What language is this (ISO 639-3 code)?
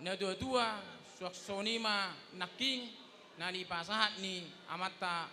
bbc